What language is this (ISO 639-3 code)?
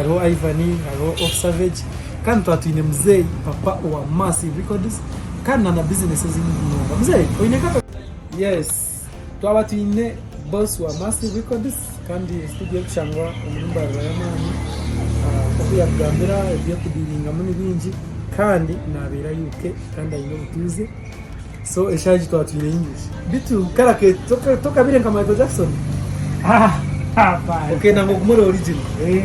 nyn